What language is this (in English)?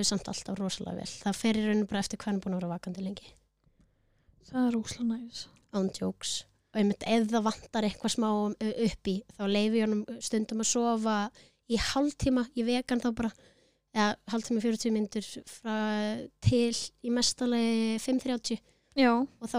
Icelandic